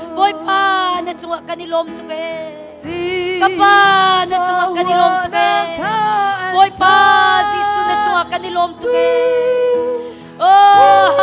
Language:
Hakha Chin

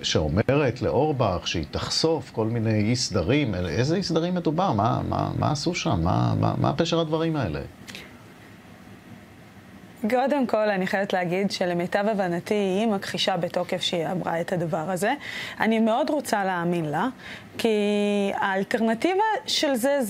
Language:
Hebrew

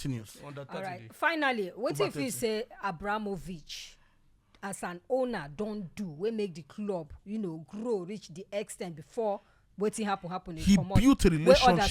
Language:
Nigerian Pidgin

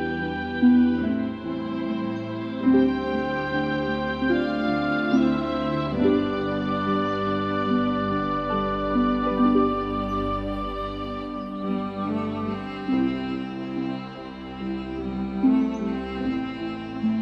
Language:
Thai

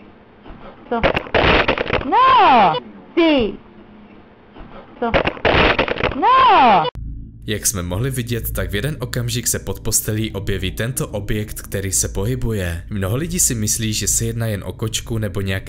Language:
Czech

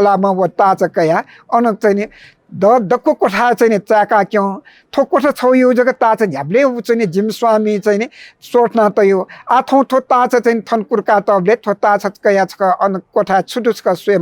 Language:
Newari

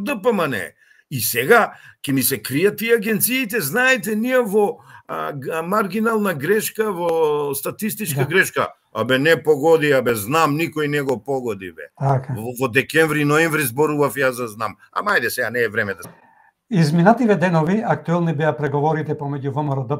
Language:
Macedonian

